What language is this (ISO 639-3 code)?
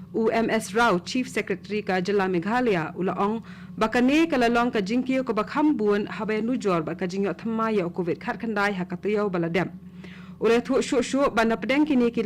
kha